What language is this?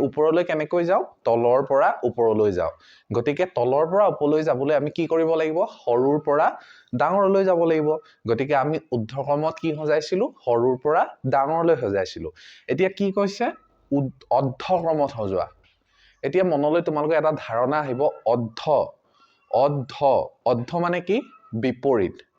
Assamese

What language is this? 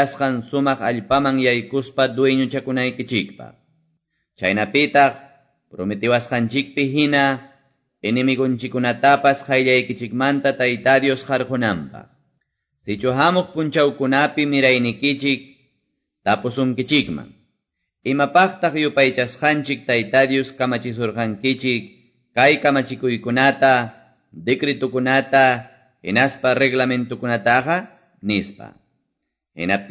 Quechua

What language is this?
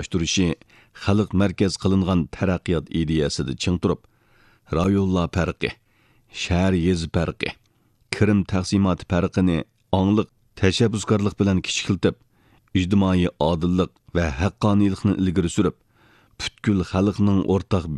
Uyghur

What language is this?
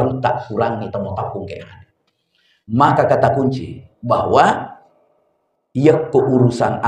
Buginese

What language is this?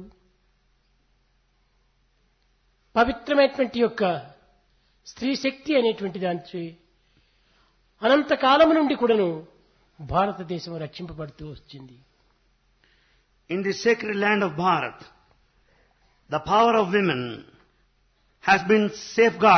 Telugu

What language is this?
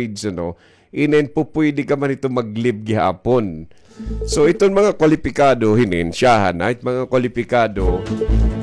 Waray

